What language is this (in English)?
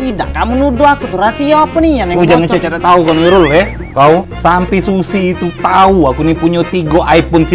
Musi